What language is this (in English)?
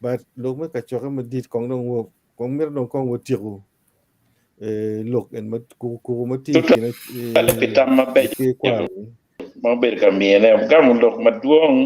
Acoli